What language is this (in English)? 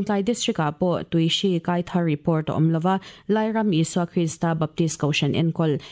Mizo